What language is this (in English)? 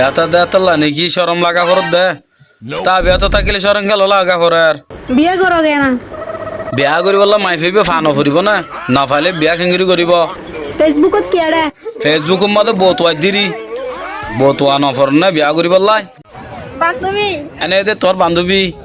Rohingya